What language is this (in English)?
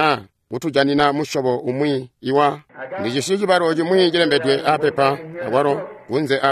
Tonga (Zambia)